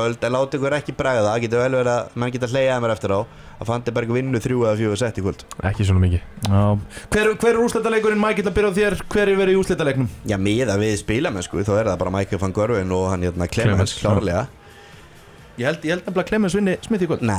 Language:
Icelandic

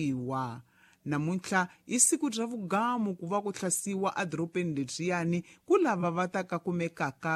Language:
Tsonga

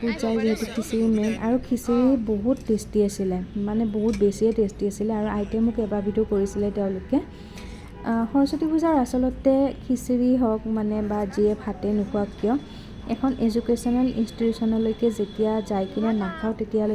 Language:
Assamese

